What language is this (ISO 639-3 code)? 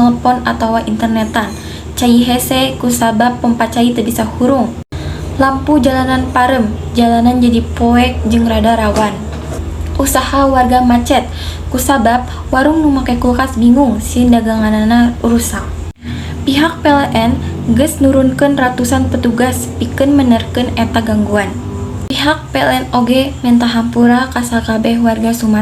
sun